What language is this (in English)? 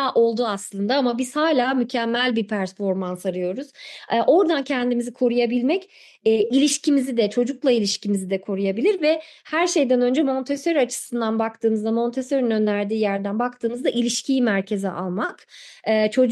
Turkish